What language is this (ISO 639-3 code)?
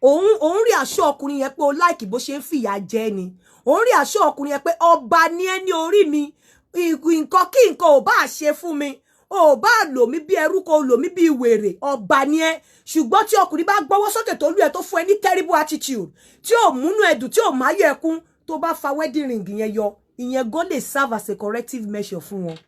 yor